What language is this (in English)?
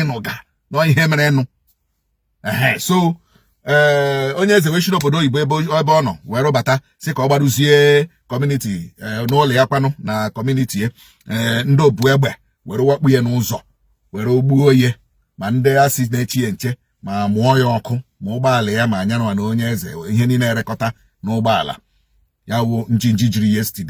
Igbo